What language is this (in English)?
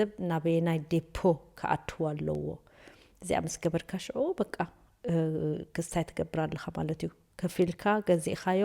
Tigrinya